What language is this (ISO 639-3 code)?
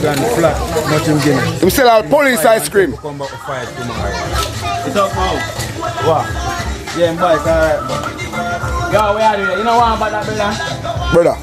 jam